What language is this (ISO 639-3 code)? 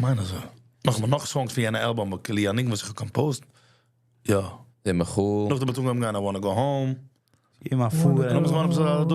yid